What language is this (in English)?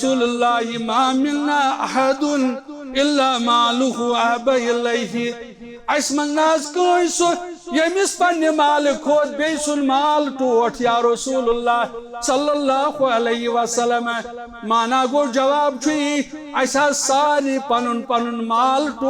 Kashmiri